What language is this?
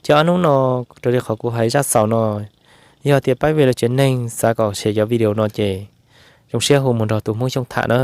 Hmong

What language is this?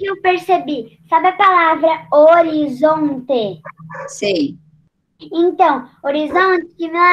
Portuguese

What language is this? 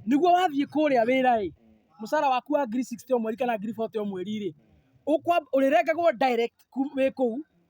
Kikuyu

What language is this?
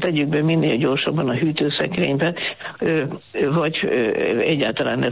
Hungarian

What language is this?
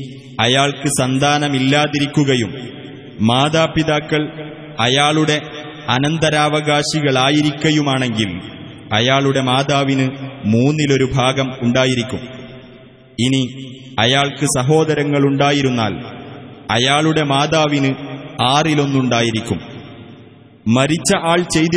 Malayalam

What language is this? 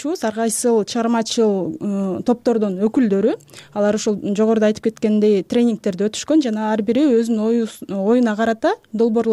Kyrgyz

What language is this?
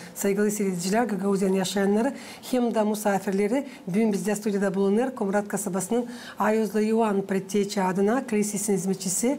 Gagauz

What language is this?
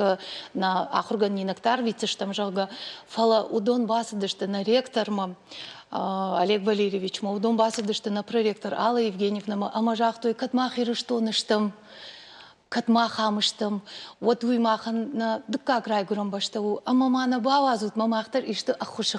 Ossetic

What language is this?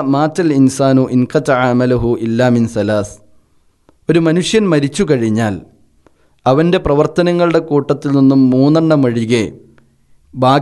Malayalam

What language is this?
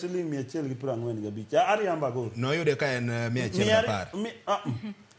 Luo (Kenya and Tanzania)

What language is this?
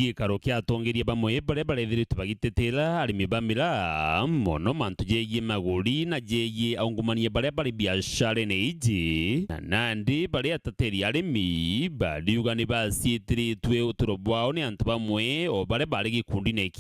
Meru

